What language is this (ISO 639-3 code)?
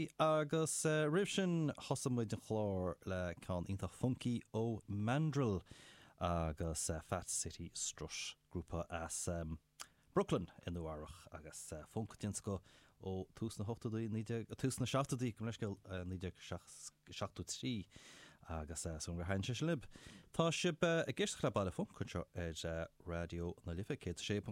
gle